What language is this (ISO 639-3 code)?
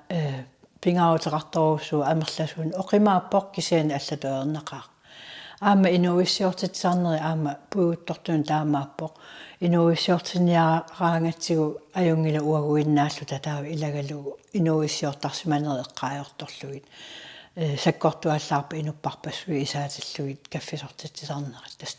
kal